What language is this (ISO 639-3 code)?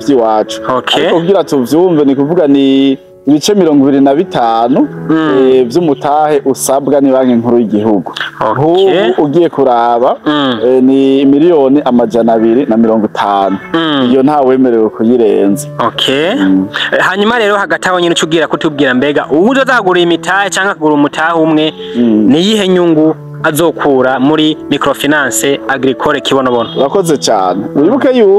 run